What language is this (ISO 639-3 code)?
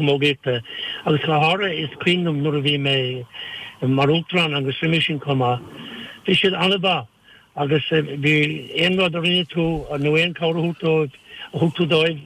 gle